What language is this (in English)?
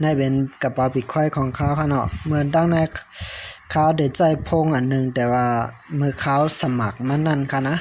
Shan